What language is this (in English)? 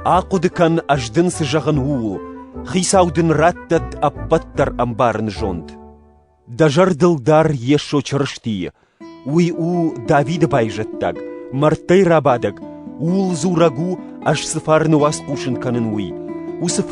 Ossetic